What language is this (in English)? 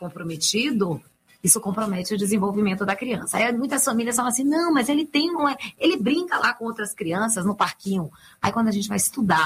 Portuguese